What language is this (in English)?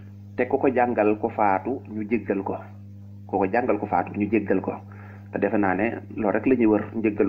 Wolof